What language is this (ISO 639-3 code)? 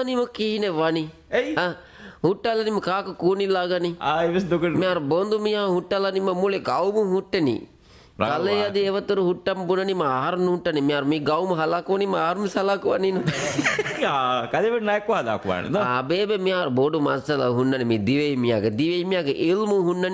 div